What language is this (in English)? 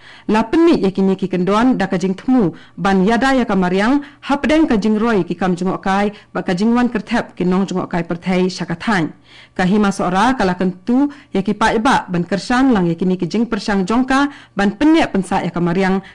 Khasi